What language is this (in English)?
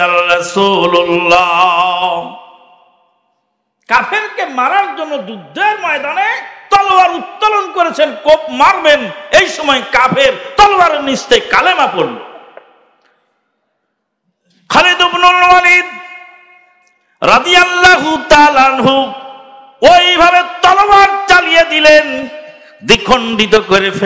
Bangla